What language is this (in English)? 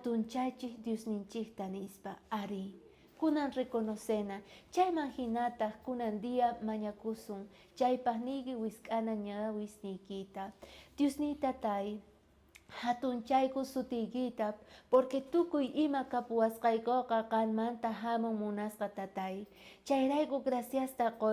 South Bolivian Quechua